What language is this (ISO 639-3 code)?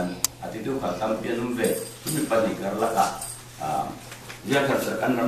cfm